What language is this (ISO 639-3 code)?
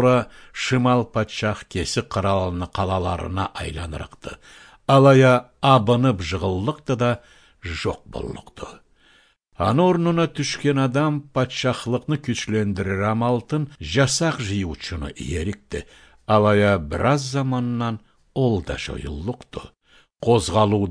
krc